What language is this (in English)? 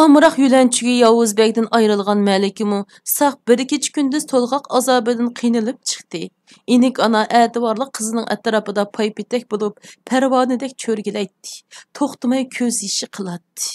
Uyghur